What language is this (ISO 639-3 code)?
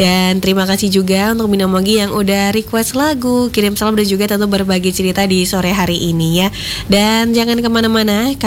ind